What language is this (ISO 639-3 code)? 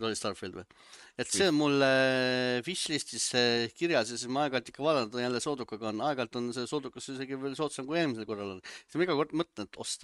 est